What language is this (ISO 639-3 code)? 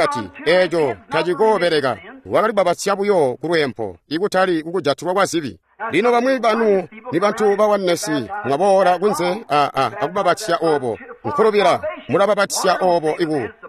toi